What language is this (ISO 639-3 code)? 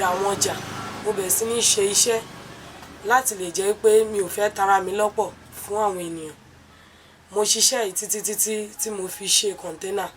yor